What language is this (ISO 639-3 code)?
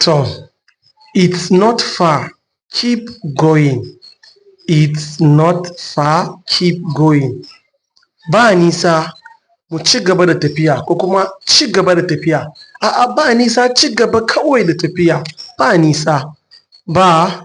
hau